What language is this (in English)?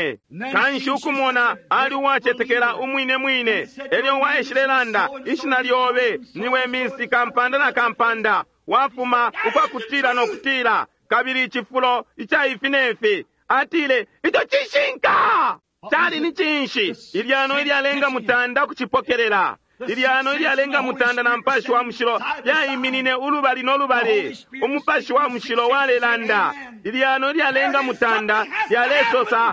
Bemba